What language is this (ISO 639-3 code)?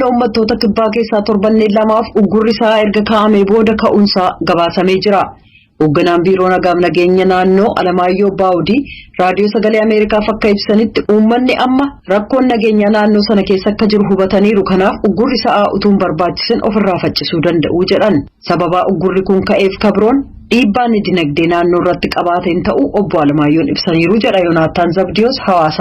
orm